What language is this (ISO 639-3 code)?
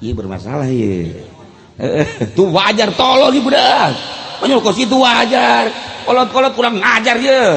sun